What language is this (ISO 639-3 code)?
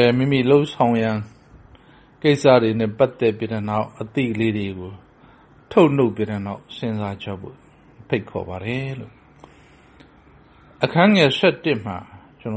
mya